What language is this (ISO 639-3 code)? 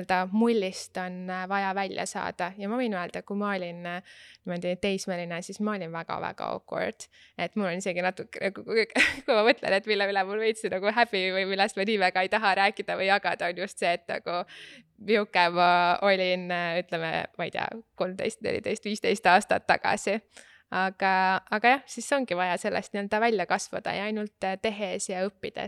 est